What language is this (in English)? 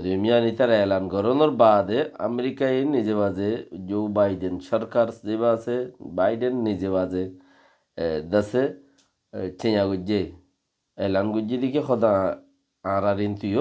Rohingya